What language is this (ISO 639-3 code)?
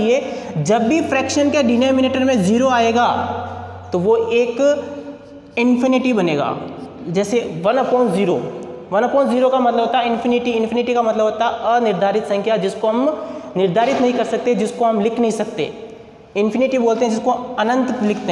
hin